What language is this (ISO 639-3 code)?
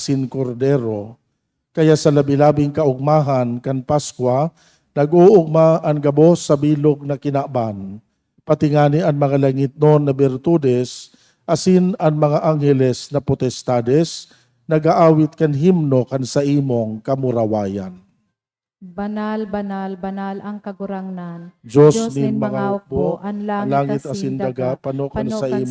bik